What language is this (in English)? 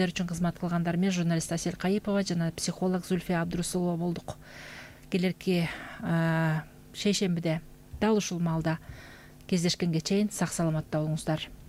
Kyrgyz